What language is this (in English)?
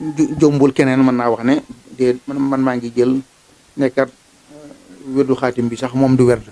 Wolof